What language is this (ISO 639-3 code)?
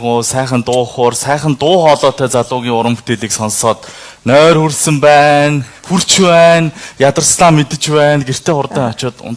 mon